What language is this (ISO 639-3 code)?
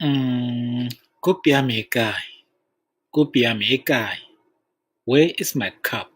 tsn